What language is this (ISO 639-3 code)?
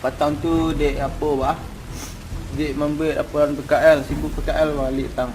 min